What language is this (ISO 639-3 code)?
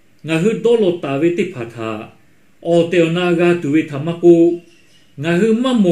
lhu